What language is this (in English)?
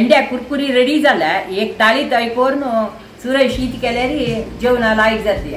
Konkani